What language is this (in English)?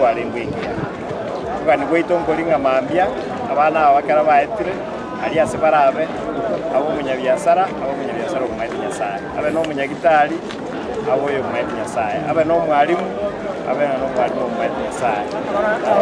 Gusii